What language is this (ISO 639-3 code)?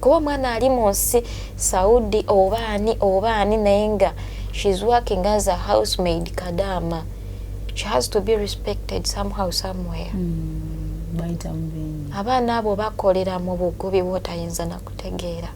lug